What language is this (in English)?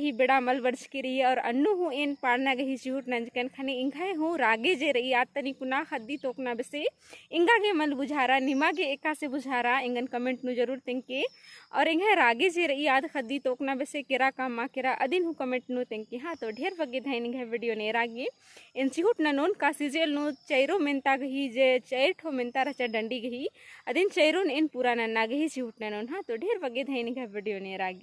Kurukh